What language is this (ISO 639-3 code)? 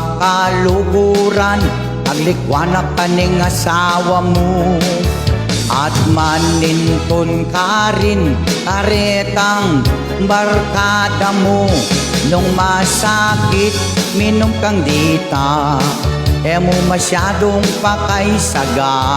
pam